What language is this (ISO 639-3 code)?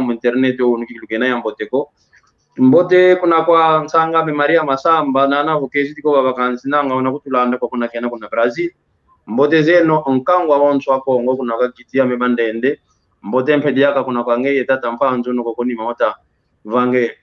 kwy